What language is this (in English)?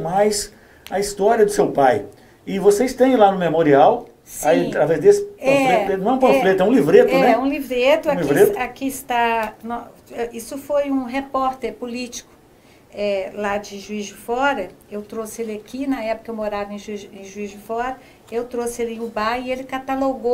Portuguese